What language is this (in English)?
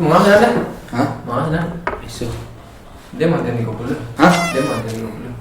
Minangkabau